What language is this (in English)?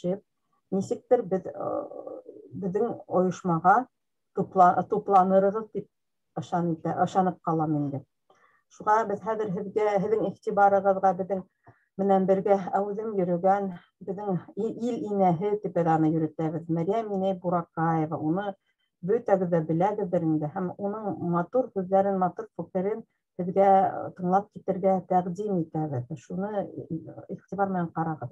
Bashkir